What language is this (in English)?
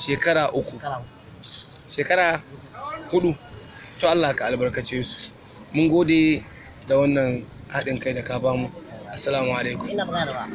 Hausa